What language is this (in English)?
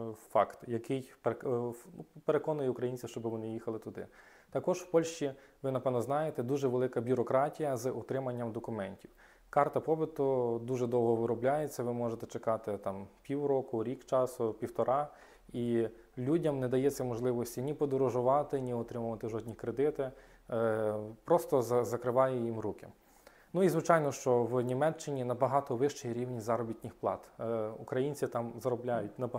Ukrainian